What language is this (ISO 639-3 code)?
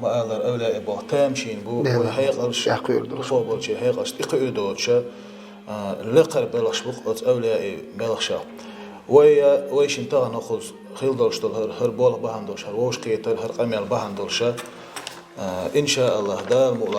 che